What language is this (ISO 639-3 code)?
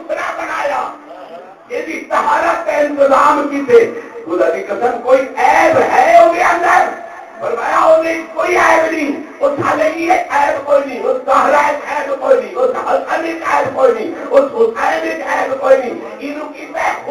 skr